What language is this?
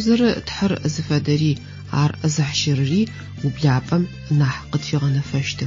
Adyghe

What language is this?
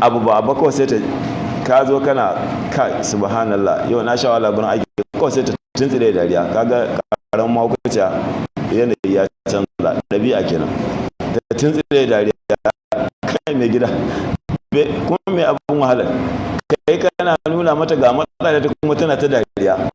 Hausa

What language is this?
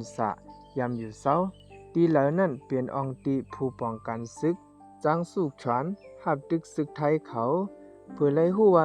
Shan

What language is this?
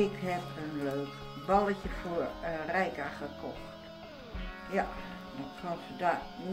Dutch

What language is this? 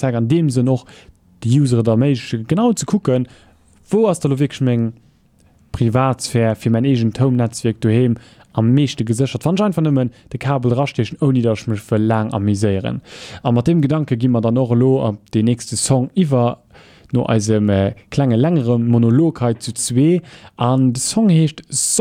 Luxembourgish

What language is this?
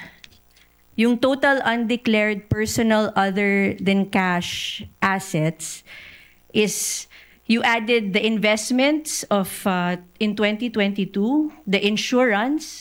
Filipino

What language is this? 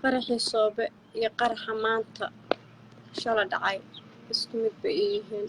Somali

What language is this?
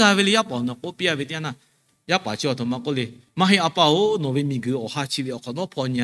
Lahu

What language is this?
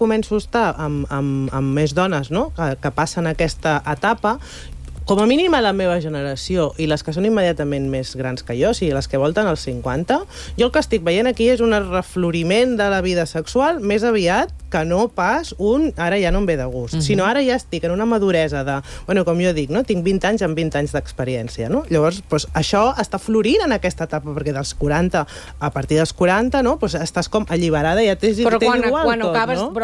Catalan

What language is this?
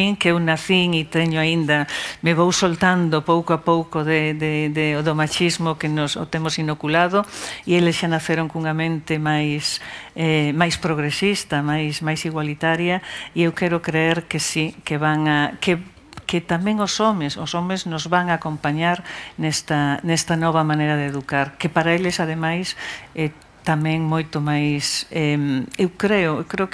Galician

